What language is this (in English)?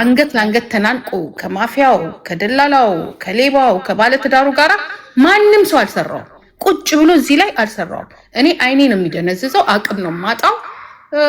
Amharic